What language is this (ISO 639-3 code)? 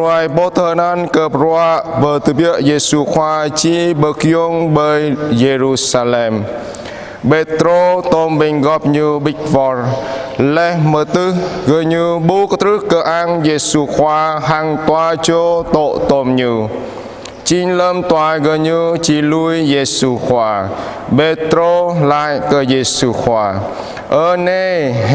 jra